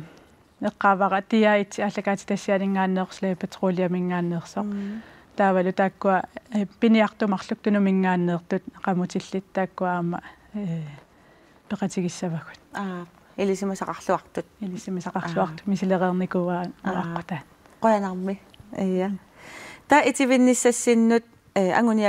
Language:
Kalaallisut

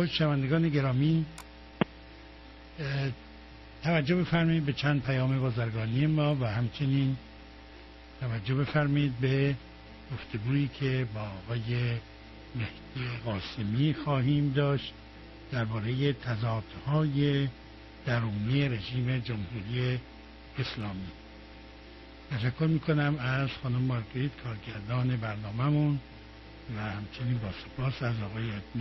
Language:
Persian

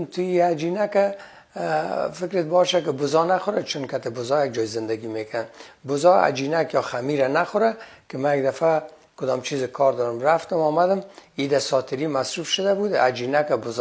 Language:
Persian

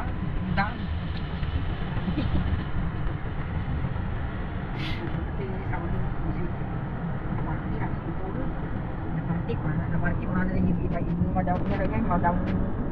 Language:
Filipino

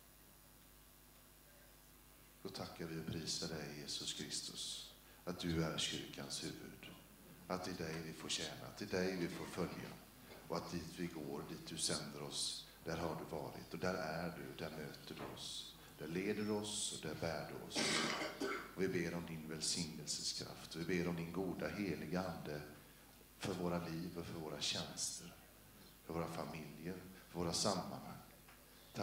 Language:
Swedish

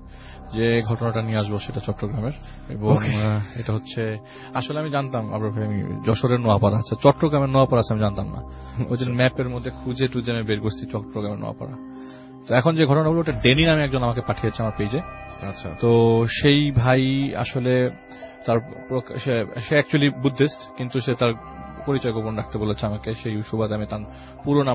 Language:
Bangla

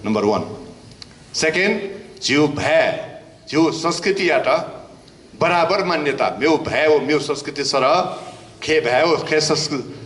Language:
Newari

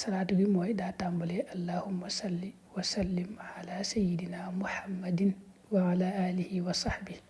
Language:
Wolof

